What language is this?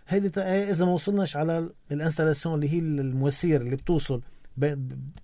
North Levantine Arabic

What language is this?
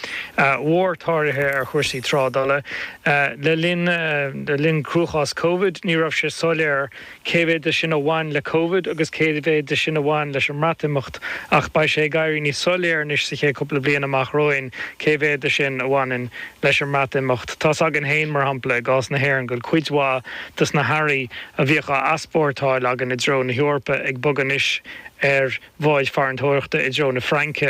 Irish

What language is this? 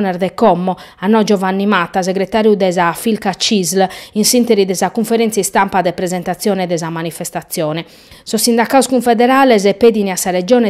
Sardinian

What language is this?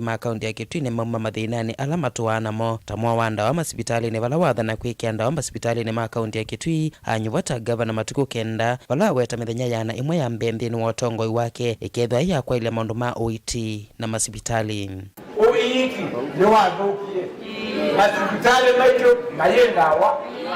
Kamba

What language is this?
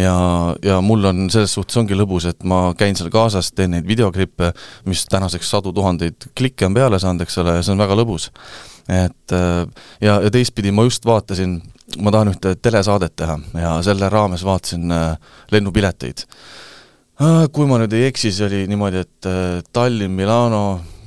Estonian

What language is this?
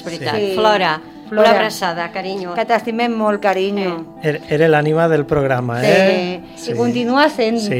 Catalan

